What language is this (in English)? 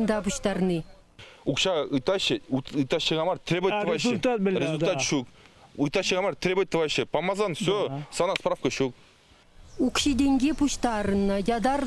Chuvash